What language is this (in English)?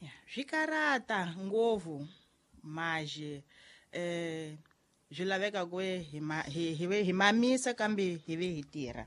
Tsonga